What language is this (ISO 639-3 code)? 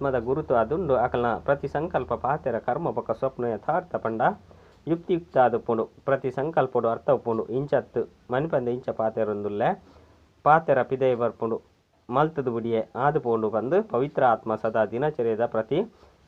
tcy